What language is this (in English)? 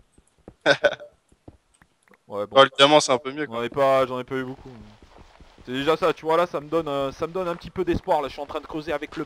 French